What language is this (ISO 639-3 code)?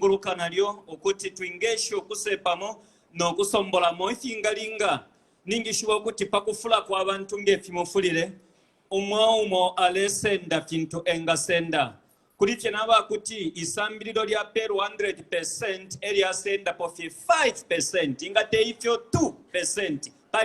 bem